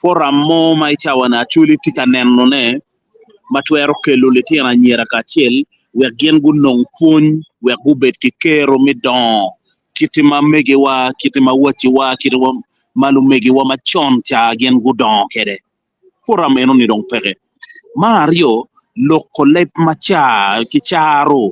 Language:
Acoli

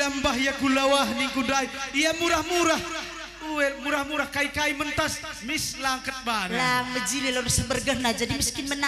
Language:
Batak Karo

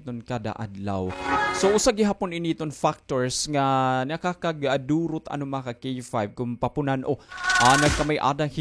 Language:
Waray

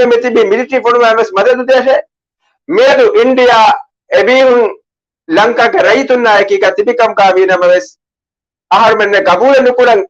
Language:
Divehi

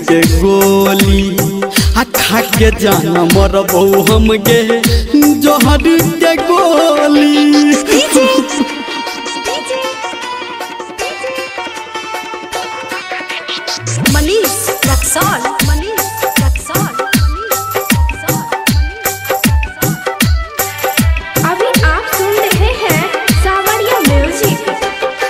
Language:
Bhojpuri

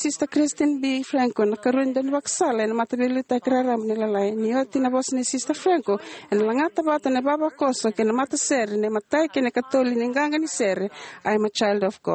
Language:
Fijian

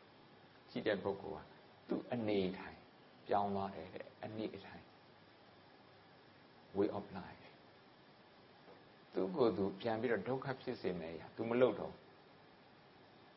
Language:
Burmese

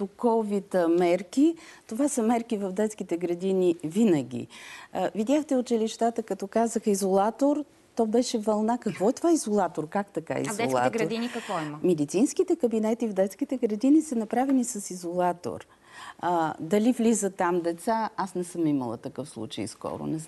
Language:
Bulgarian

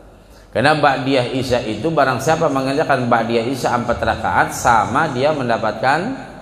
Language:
Indonesian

